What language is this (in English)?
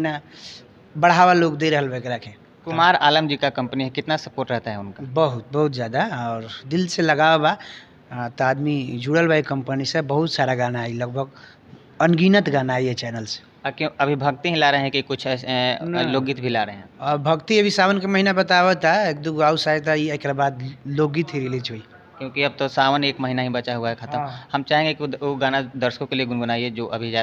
Bhojpuri